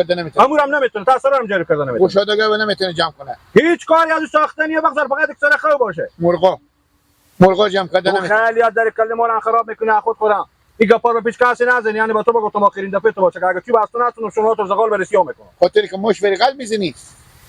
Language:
Hazaragi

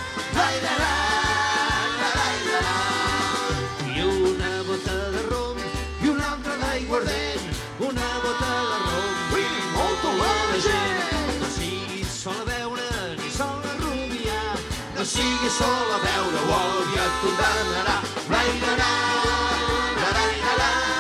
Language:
Catalan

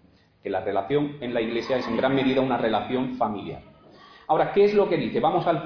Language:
Spanish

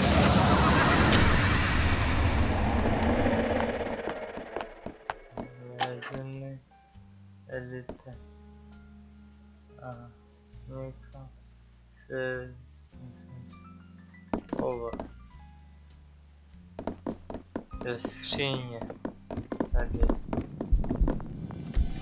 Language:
Czech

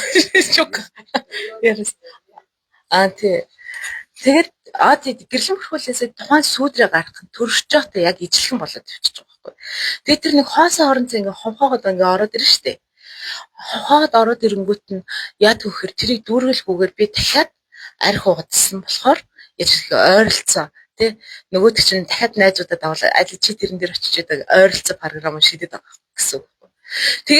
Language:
Mongolian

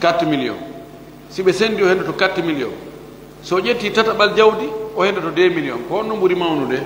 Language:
Fula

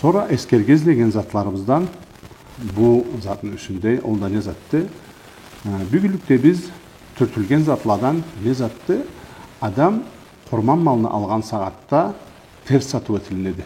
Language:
Karachay-Balkar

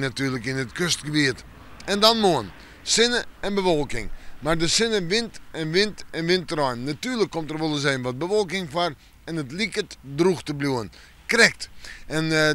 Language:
Western Frisian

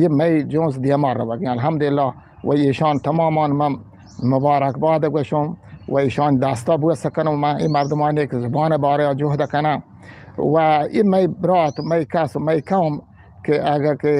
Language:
Eastern Balochi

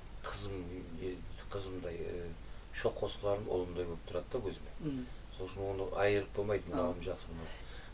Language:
Kara-Kalpak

